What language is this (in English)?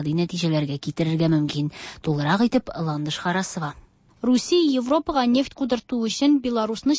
Tatar